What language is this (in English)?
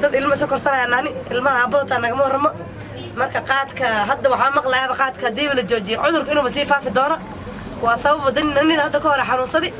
Somali